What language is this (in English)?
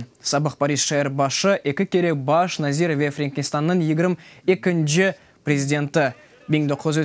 Crimean Tatar